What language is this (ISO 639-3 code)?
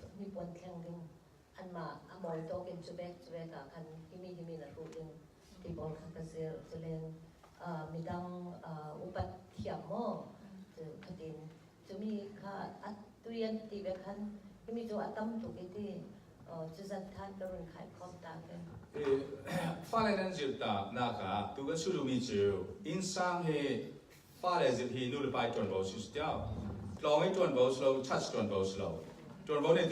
cfm